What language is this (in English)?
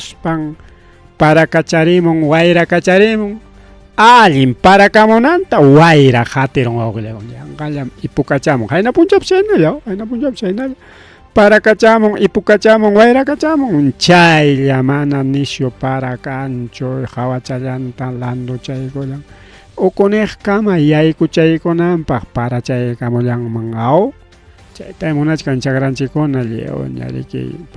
Ayacucho Quechua